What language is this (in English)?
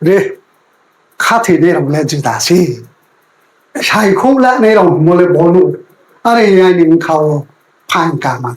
Riang (India)